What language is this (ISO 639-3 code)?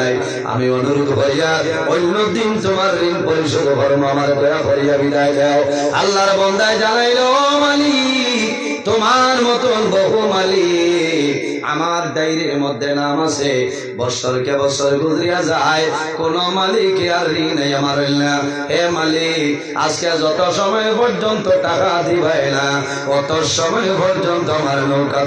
syl